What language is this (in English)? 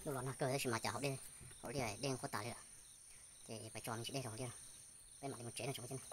Hmong